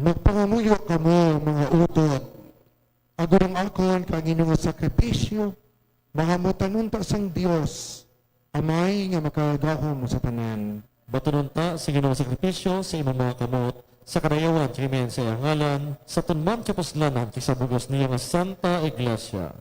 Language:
Hiligaynon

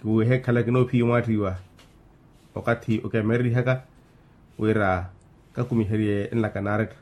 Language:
Makhuwa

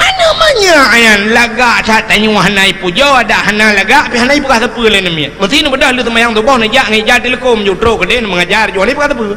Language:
Achinese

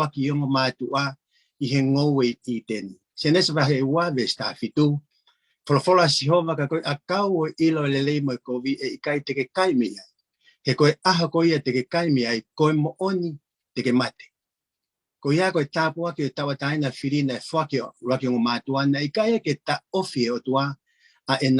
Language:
Tongan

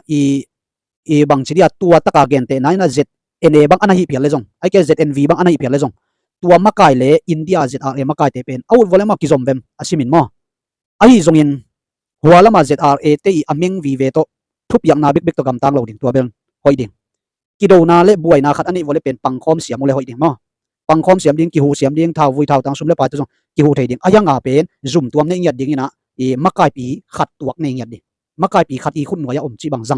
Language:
Tedim Chin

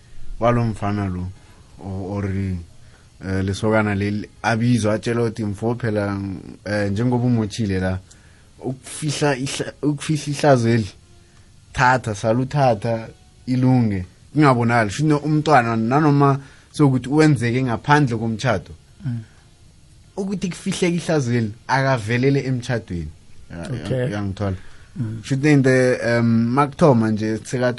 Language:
South Ndebele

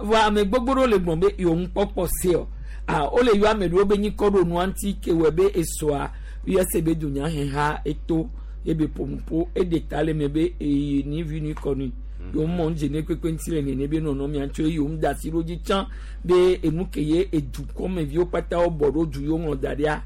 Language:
Gen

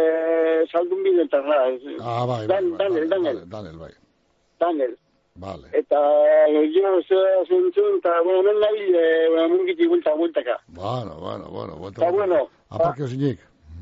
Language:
Basque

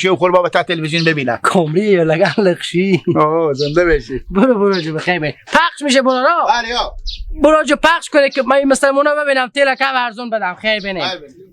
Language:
Hazaragi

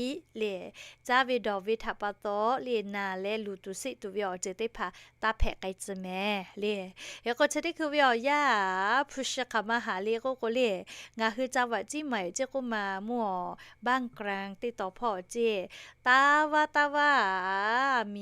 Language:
Lahu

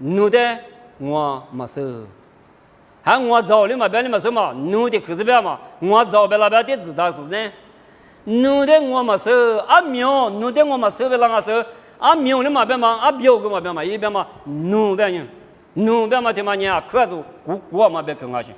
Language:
Lisu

